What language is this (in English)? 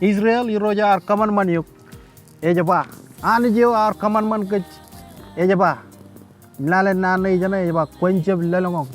Marshallese